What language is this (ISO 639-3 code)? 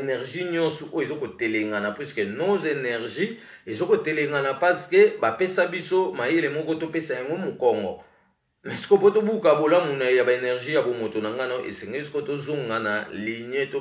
lin